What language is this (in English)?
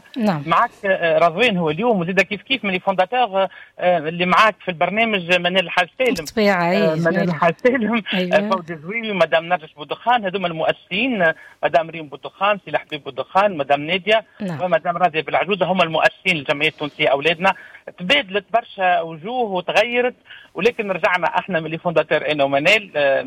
Tunisian Arabic